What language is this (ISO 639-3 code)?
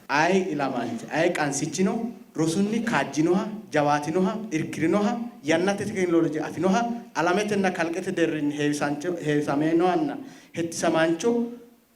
sid